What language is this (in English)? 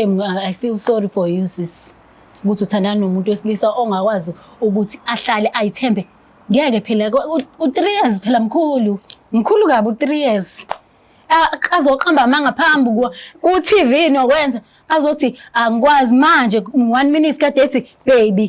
Zulu